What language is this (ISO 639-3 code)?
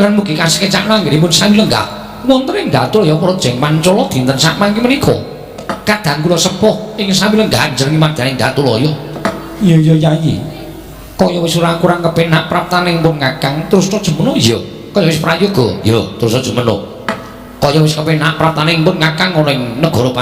jav